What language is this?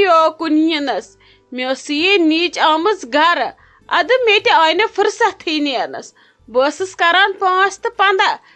Kashmiri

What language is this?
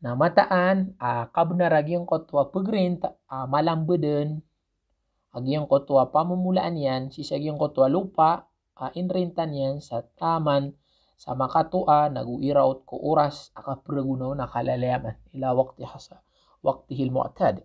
Maranao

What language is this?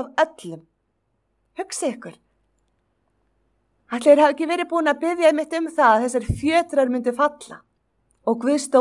Icelandic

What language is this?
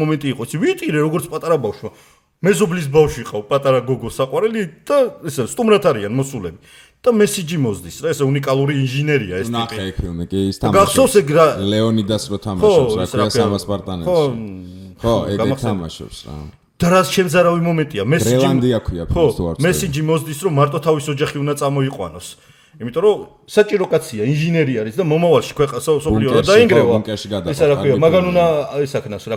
Georgian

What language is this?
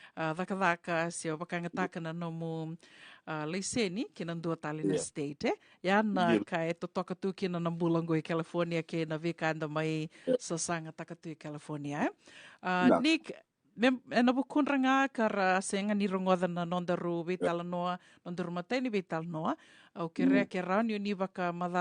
Fijian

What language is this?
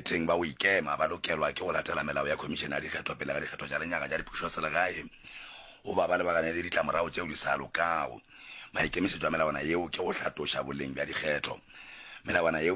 Northern Sotho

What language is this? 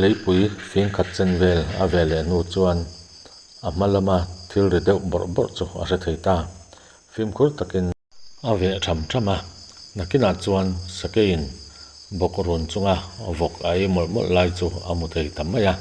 Mizo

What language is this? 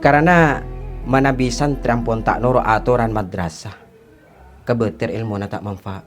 Madurese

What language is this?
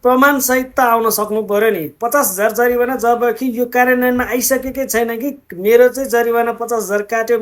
Nepali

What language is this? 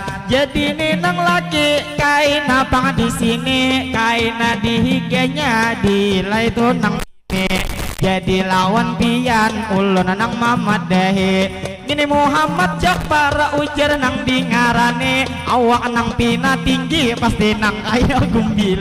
Banjar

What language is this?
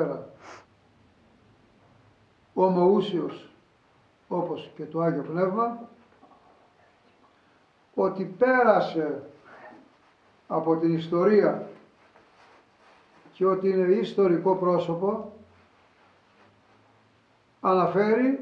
Greek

